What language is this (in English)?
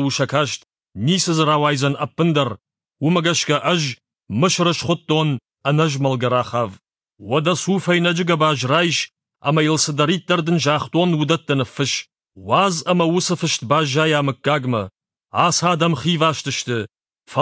Ossetic